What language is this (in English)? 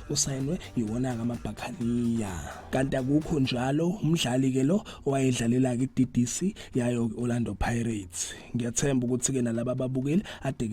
Zulu